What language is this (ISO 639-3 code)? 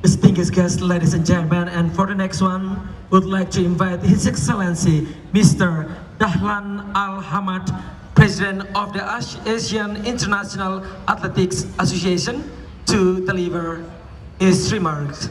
tet